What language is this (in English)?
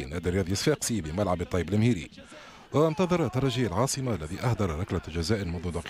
Tunisian Arabic